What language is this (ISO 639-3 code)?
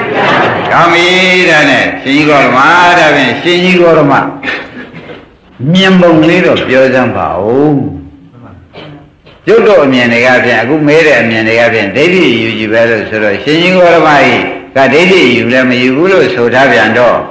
mya